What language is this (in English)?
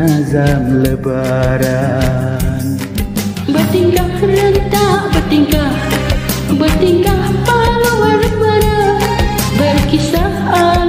Malay